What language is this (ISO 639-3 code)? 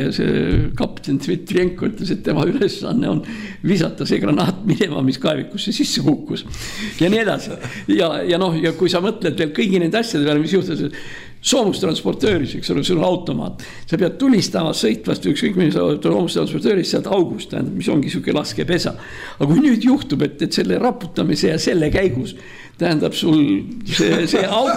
est